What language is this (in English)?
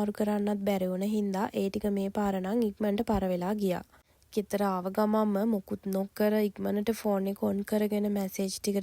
Sinhala